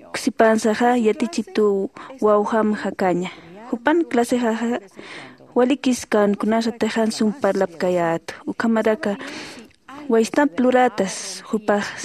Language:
Aymara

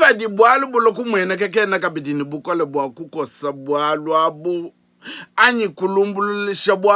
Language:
Luba-Lulua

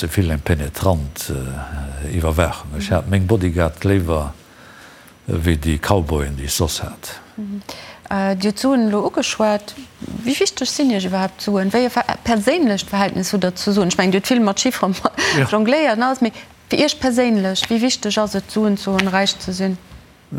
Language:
Luxembourgish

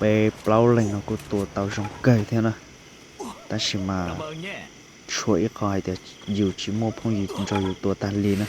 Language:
Hmong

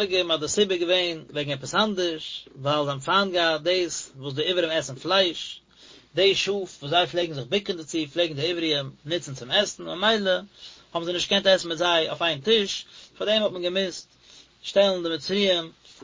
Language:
Yiddish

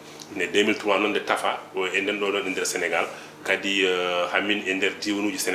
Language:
Fula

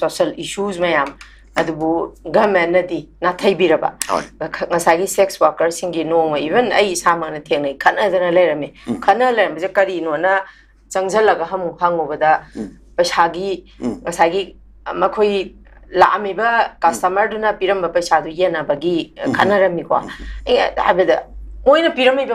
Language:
Manipuri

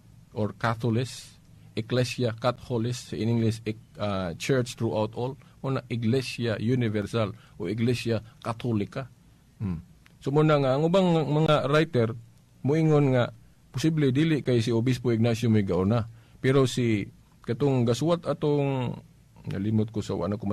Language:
Cebuano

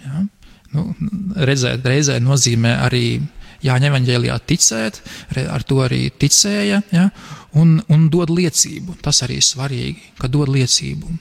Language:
Latvian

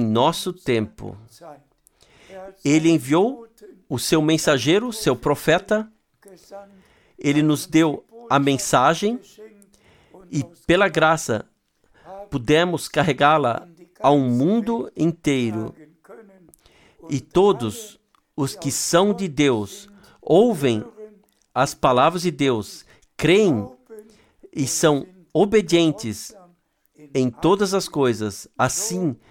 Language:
Portuguese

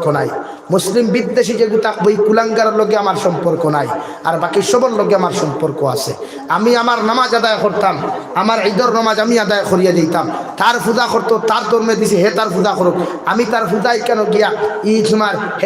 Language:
Sylheti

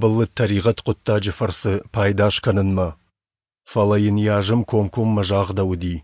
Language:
Ossetic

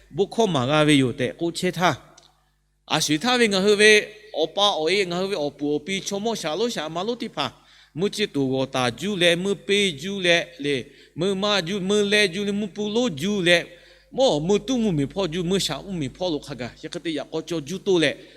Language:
Lahu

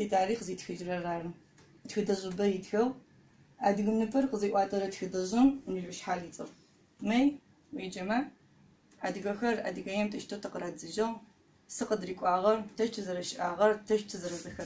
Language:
Adyghe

